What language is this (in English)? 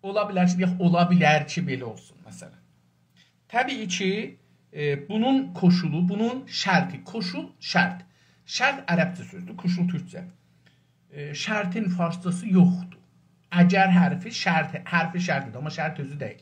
South Azerbaijani